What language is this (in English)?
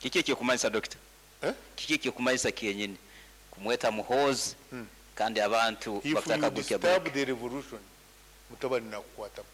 Nyoro